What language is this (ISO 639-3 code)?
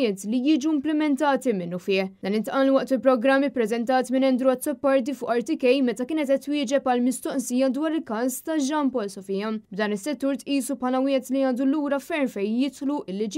mlt